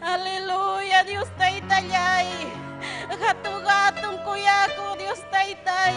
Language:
Ayacucho Quechua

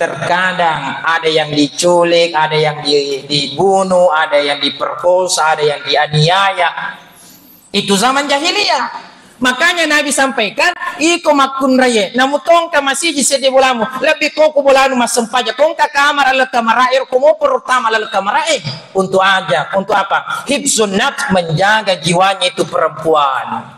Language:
Buginese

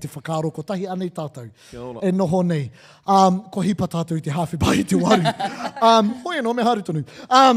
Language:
Māori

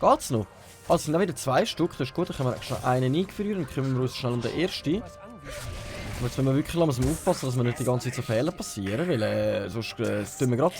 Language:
Swiss German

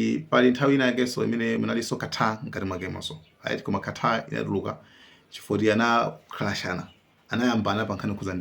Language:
Nyanja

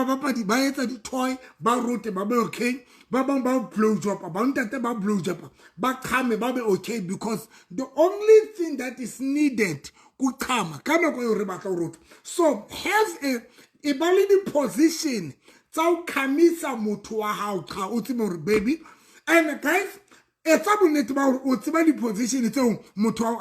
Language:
Southern Sotho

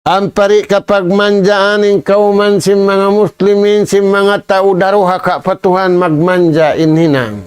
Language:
Tausug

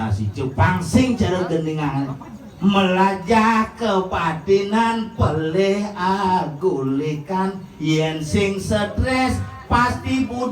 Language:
Balinese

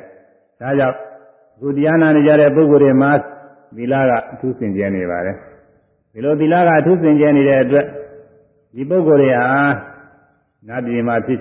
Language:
Burmese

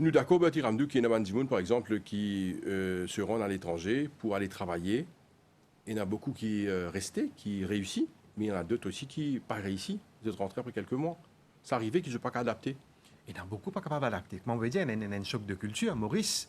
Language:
Morisyen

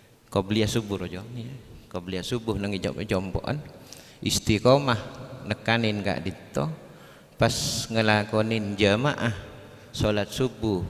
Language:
Madurese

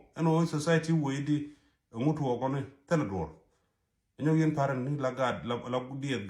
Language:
Nuer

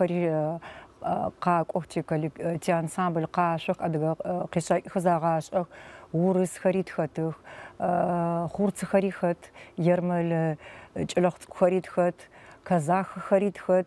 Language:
Adyghe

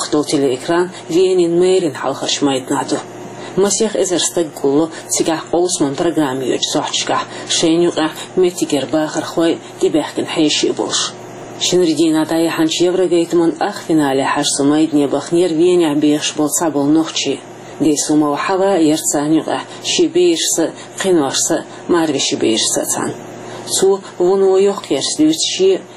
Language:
Chechen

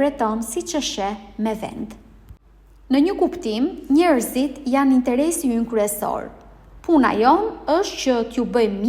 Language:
Albanian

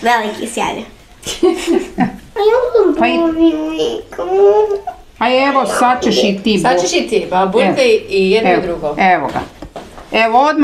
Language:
Croatian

